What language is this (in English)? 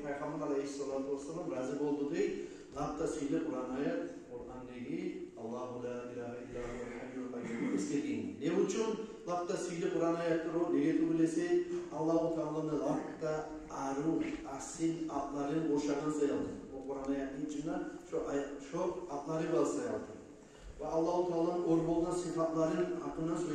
Kumyk